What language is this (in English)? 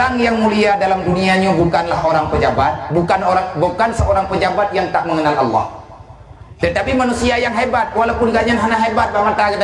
Achinese